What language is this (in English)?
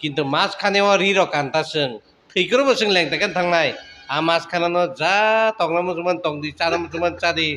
Kok Borok